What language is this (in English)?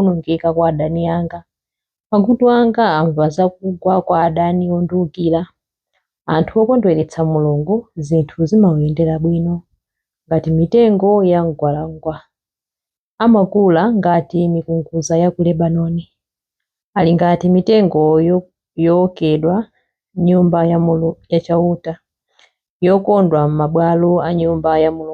Nyanja